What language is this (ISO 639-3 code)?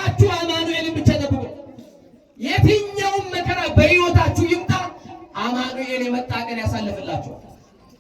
amh